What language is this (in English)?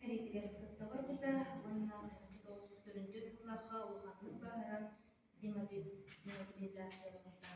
Yakut